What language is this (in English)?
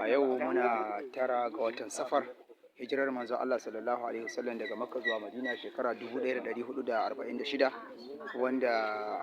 Hausa